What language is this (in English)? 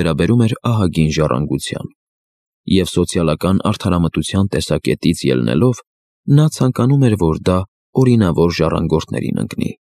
Armenian